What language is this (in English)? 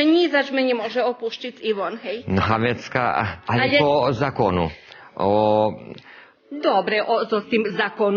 Rusyn